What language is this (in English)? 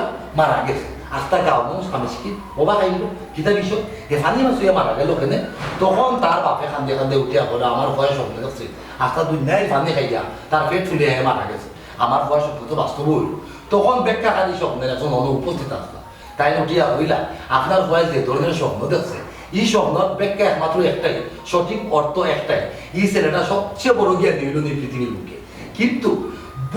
Sylheti